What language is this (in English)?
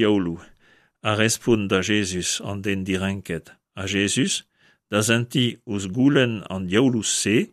Breton